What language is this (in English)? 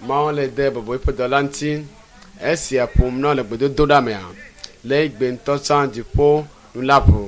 Ewe